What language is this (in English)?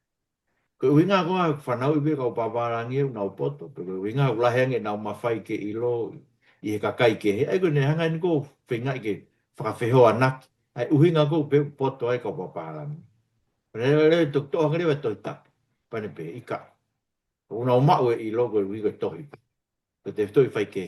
Tongan